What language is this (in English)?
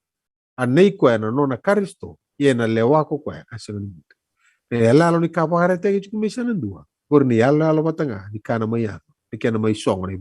Fijian